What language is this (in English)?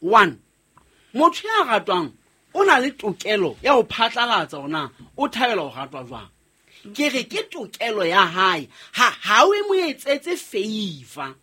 Southern Sotho